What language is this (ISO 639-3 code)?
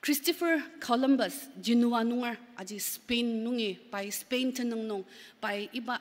njo